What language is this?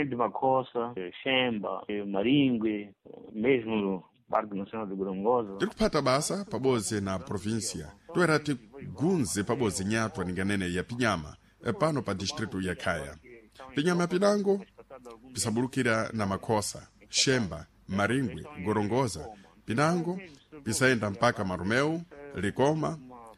Sena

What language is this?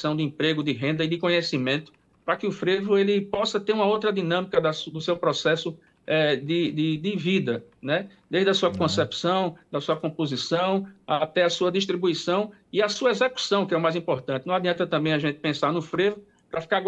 Portuguese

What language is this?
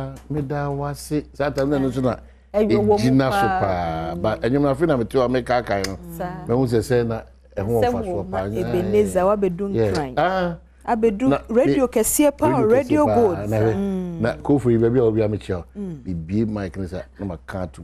Akan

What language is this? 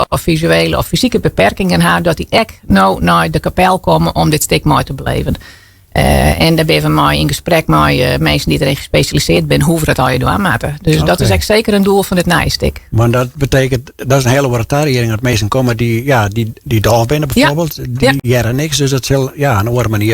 Western Frisian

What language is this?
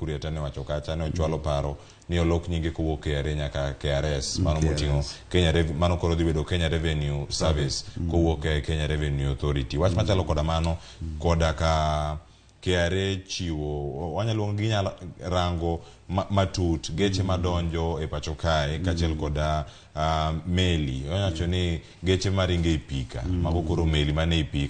Luo (Kenya and Tanzania)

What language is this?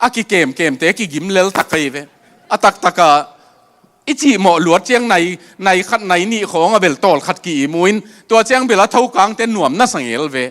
Tedim Chin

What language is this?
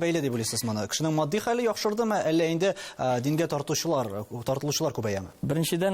Tatar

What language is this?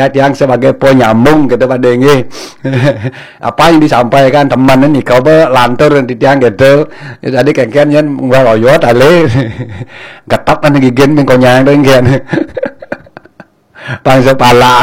Balinese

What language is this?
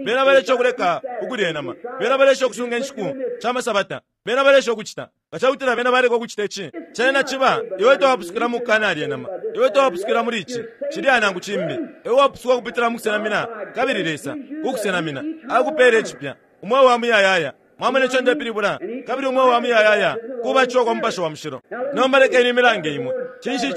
Bemba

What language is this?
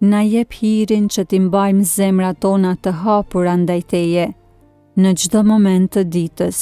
Albanian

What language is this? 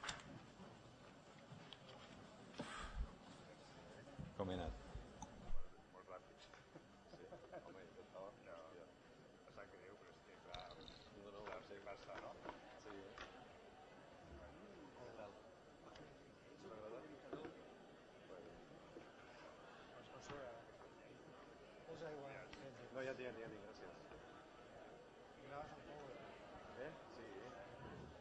Catalan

